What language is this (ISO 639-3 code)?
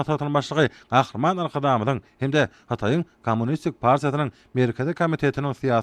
tuk